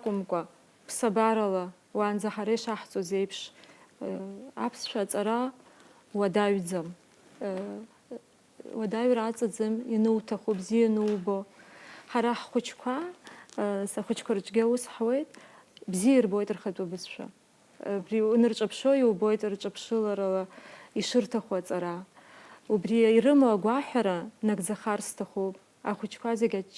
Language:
Abkhazian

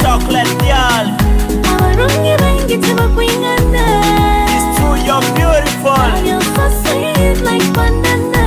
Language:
Nyoro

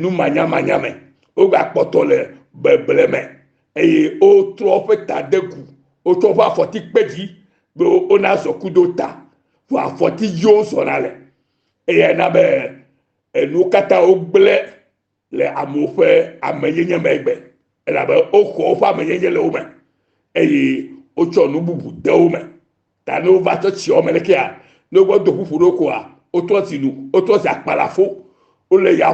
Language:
Ewe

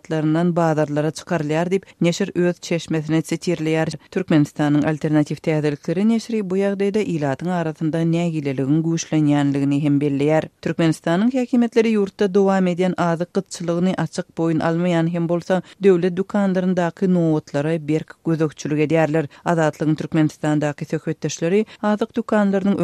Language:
Turkmen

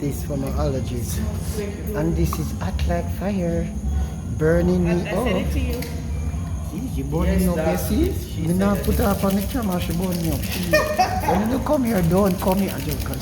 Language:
Jamaican Creole English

